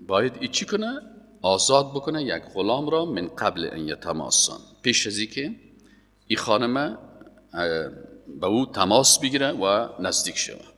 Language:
Persian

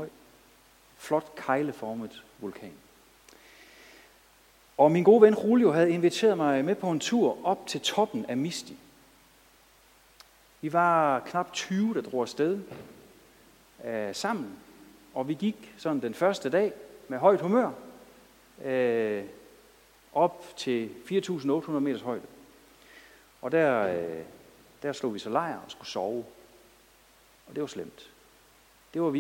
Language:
Danish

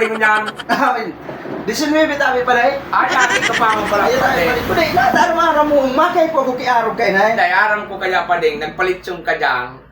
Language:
Bikol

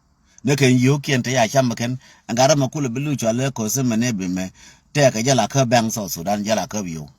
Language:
Nuer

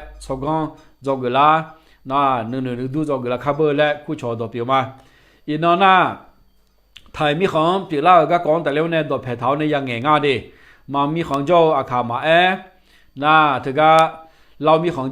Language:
Akha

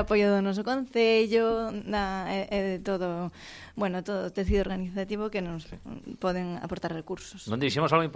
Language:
Galician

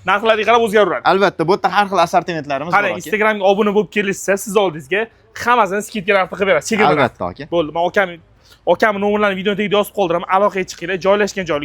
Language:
Uzbek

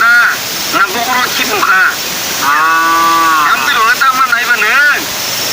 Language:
Kok Borok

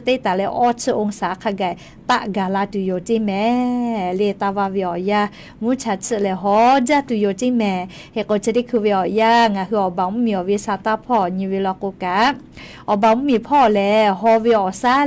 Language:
Lahu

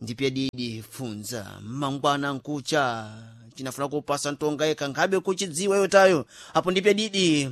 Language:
Sena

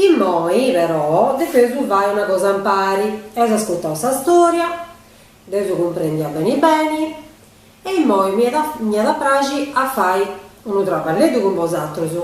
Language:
Sardinian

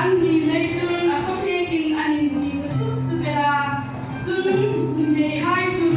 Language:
Hmar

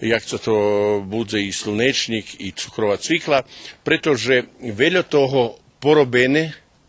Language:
Rusyn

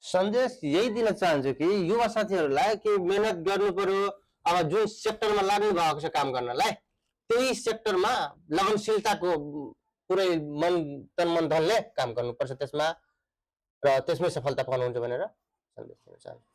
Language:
Nepali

